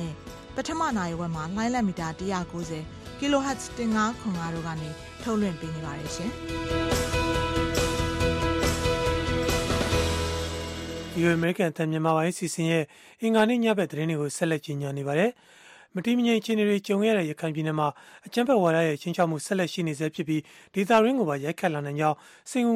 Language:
Burmese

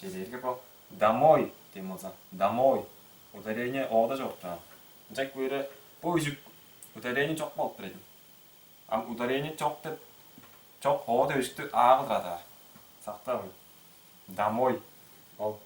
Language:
Tuvinian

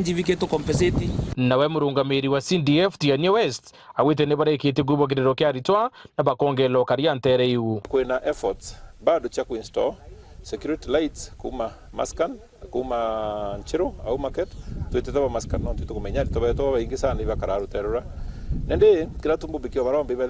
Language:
Meru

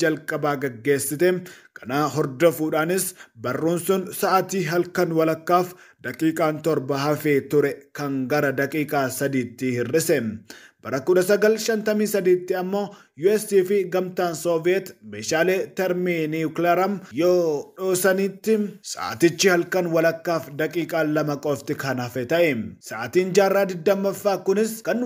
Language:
Oromo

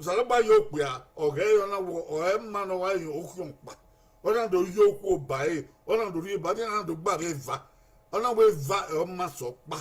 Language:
Bini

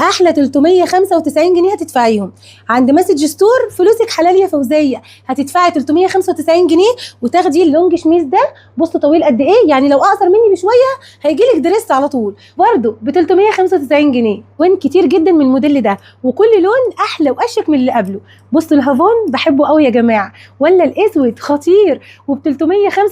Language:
Egyptian Arabic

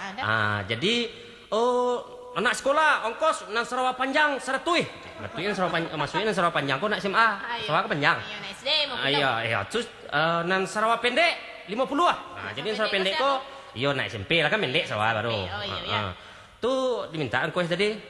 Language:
Minangkabau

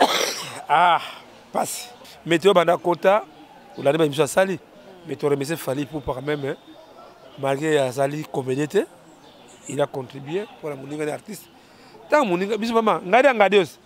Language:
Lingala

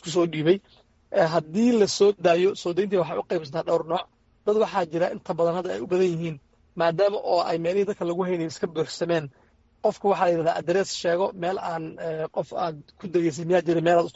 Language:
Somali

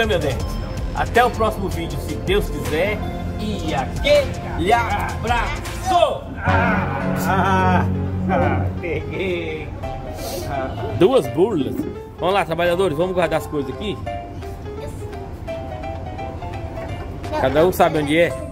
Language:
Portuguese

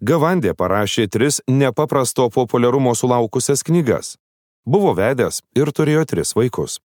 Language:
Lithuanian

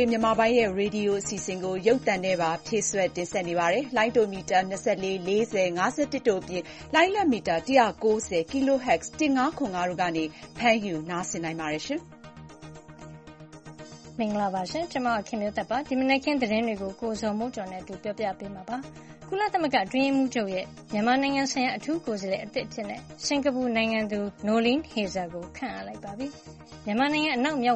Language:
Burmese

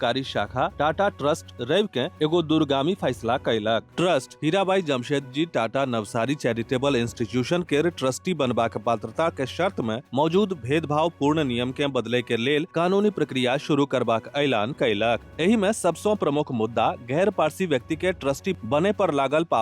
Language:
Maithili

